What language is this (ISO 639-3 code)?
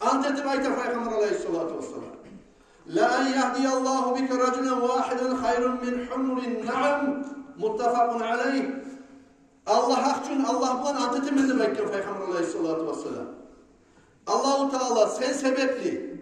kum